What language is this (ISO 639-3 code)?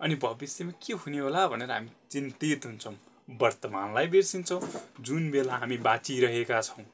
nep